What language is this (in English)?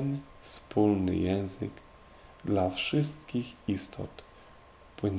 Polish